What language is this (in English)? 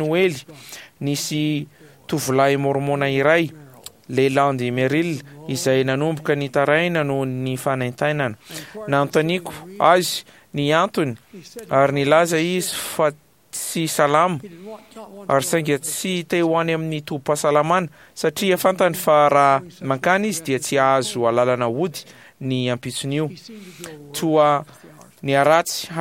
Malagasy